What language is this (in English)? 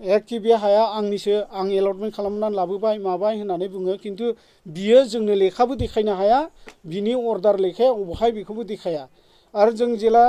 Bodo